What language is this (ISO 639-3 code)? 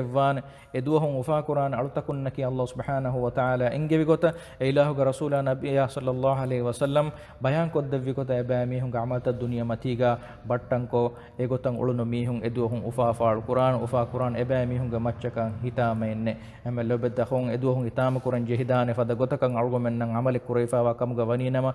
div